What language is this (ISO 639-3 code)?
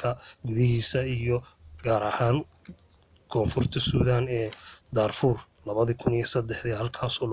som